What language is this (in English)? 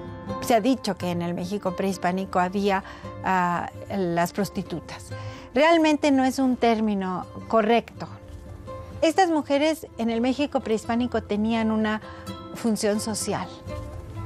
Spanish